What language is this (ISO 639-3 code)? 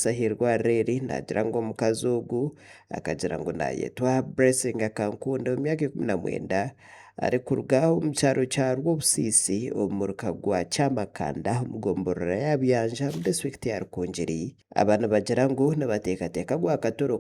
nyn